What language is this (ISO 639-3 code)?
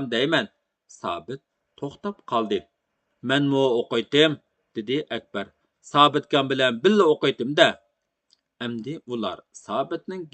uig